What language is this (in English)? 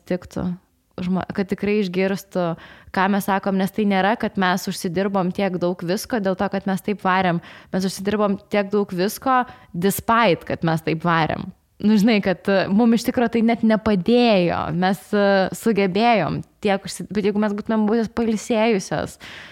Lithuanian